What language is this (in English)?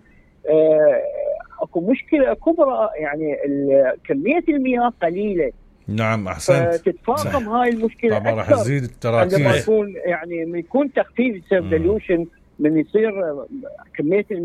Mesopotamian Arabic